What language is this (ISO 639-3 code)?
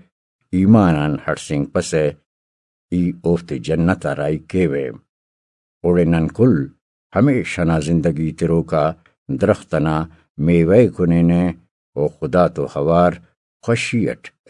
brh